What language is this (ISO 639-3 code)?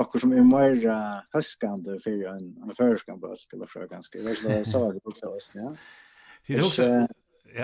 fao